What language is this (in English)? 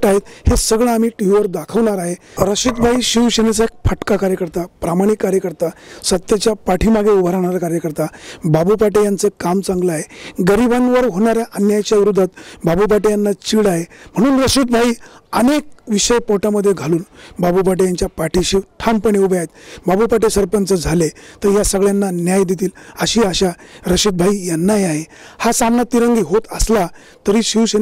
Marathi